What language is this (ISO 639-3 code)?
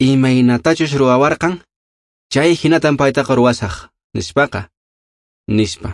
que